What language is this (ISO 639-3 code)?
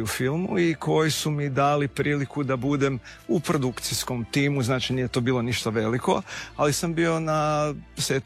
hrv